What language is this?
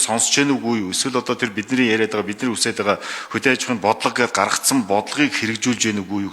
Mongolian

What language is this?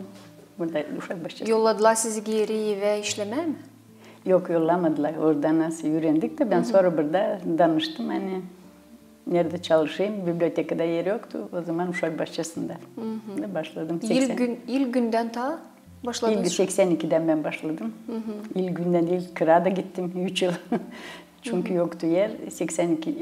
Gagauz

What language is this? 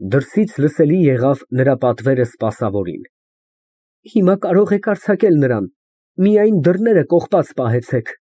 Armenian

